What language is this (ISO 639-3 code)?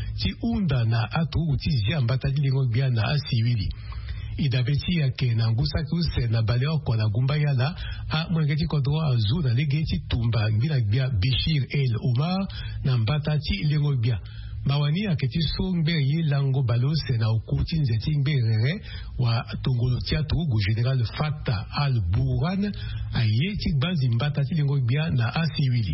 sag